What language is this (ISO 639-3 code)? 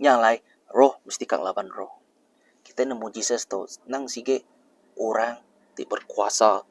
iba